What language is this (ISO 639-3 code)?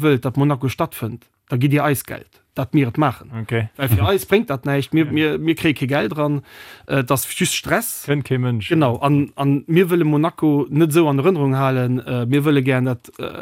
ltz